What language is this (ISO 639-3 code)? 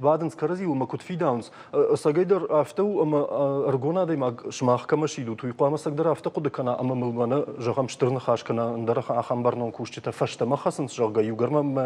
oss